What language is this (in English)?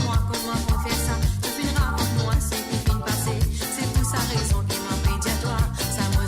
Morisyen